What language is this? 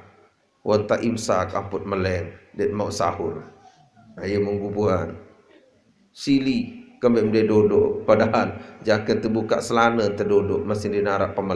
Sasak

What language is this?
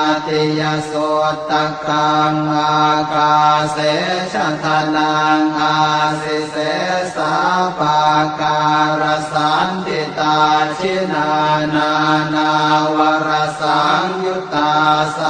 Pali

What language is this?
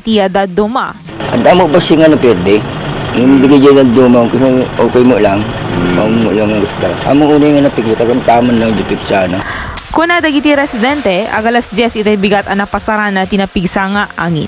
Iloko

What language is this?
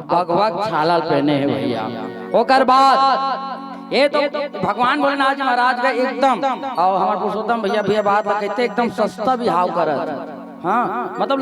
Chhattisgarhi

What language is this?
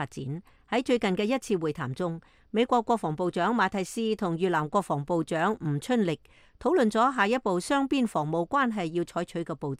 Cantonese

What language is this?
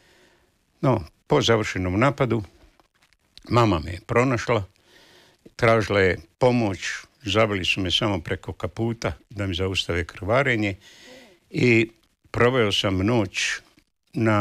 Croatian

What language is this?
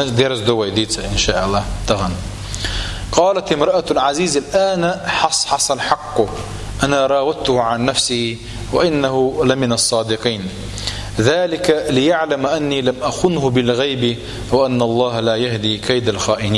Chechen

